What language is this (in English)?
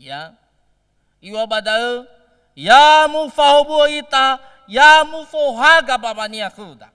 Nias